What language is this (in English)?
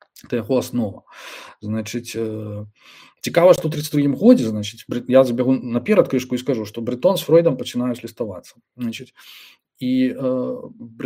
Belarusian